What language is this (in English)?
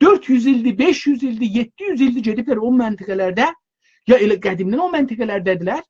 South Azerbaijani